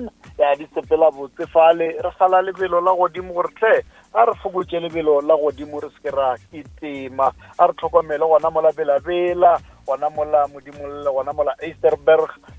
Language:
Northern Sotho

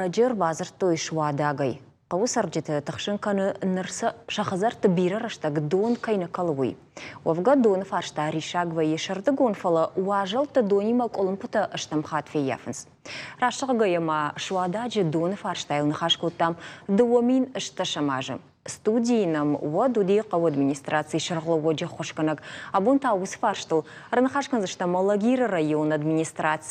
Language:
Ossetic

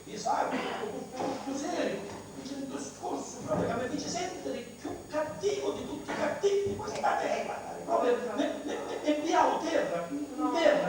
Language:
Sicilian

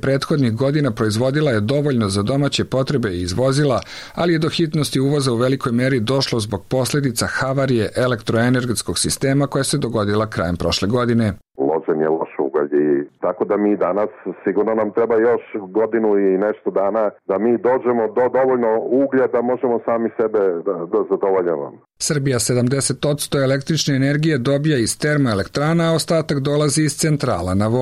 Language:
Serbian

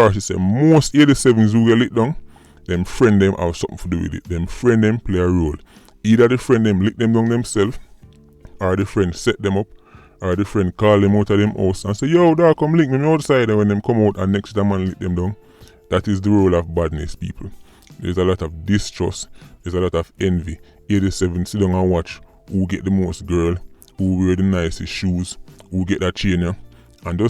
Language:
Jamaican Creole English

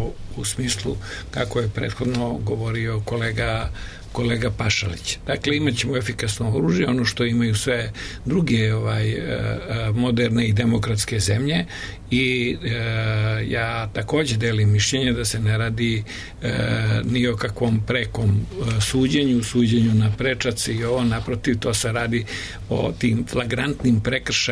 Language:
Serbian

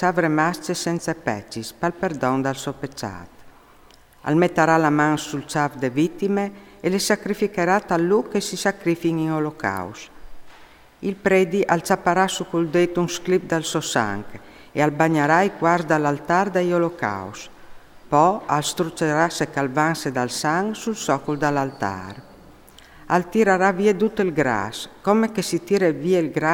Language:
Friulian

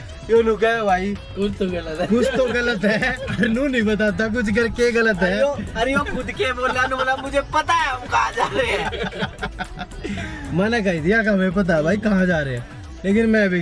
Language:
Haryanvi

